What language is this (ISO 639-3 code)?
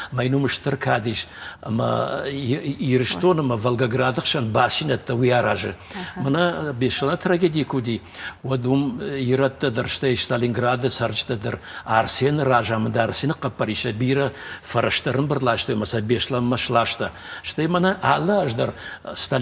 oss